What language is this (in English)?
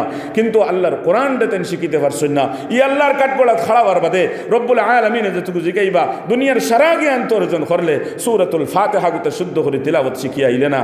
Sylheti